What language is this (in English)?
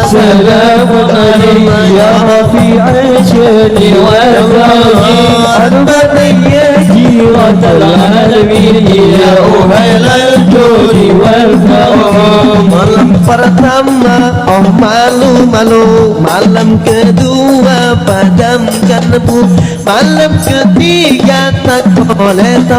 Banjar